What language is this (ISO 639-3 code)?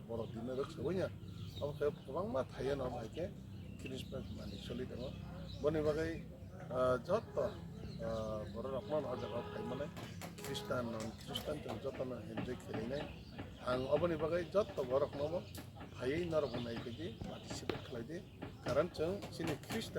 trp